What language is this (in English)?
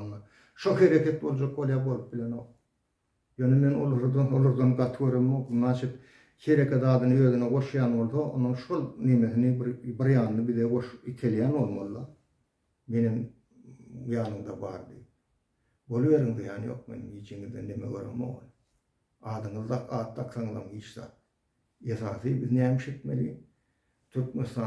Turkmen